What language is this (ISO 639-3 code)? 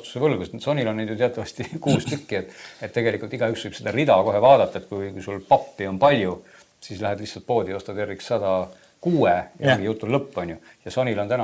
est